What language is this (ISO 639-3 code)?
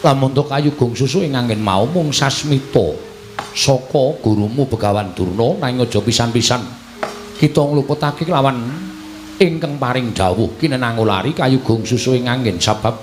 jav